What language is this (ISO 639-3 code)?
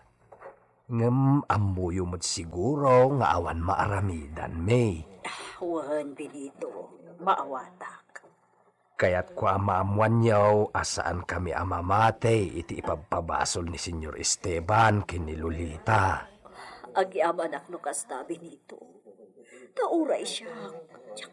ilo